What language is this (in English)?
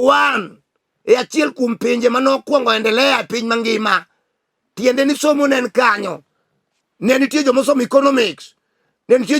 Luo (Kenya and Tanzania)